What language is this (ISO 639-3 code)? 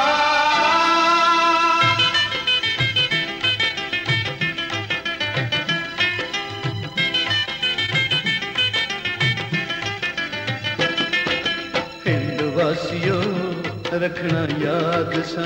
pan